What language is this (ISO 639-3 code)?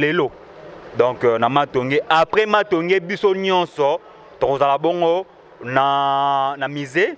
lin